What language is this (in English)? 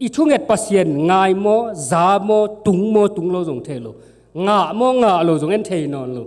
Tedim Chin